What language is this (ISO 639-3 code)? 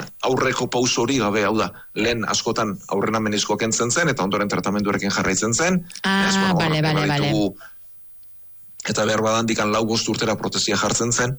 eus